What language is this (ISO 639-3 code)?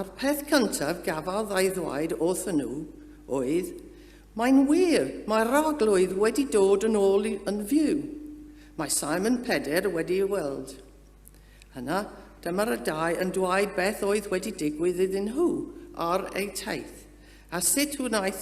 cym